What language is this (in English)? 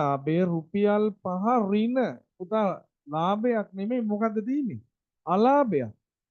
Sinhala